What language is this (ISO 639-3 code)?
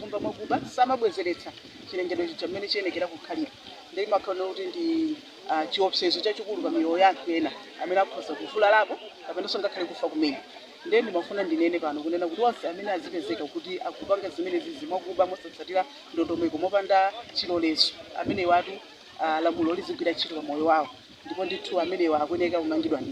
nya